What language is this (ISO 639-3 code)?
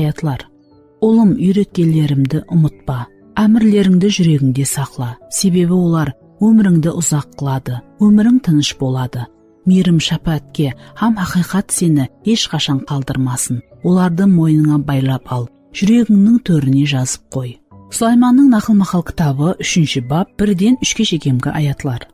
kaa